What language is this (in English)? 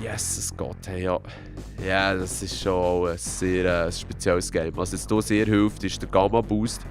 Swiss German